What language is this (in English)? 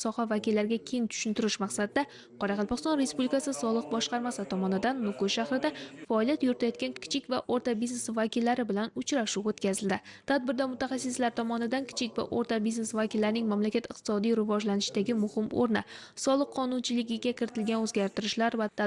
Uzbek